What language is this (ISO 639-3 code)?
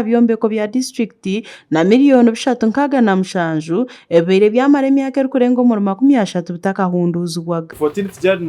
nyn